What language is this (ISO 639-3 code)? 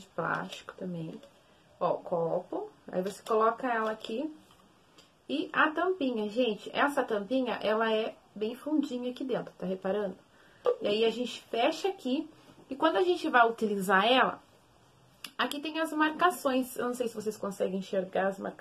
por